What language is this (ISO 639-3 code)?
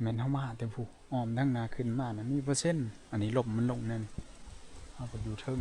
tts